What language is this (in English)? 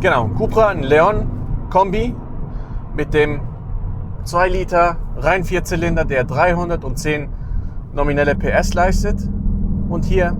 Swiss German